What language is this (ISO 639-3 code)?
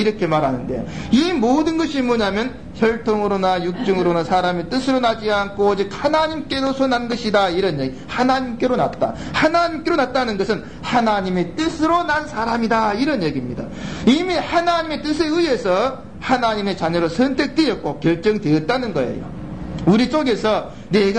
kor